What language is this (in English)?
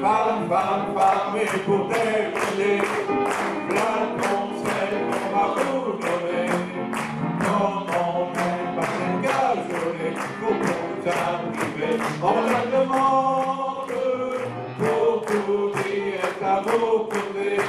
Picard